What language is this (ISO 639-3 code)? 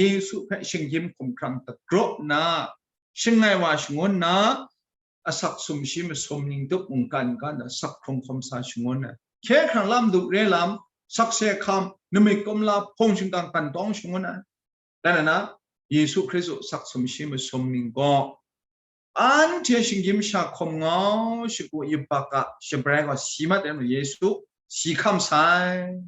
kac